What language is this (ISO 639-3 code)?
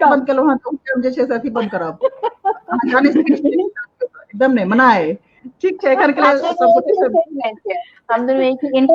mai